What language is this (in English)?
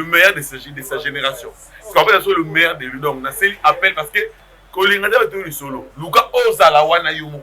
Lingala